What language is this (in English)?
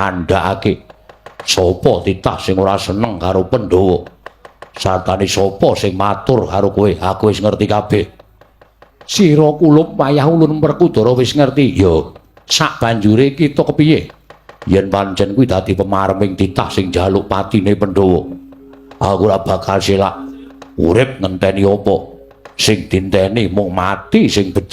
Javanese